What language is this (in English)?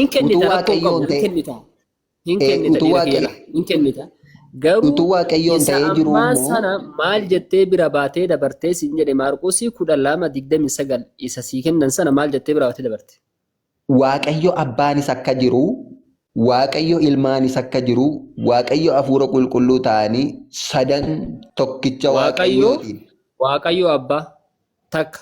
Oromo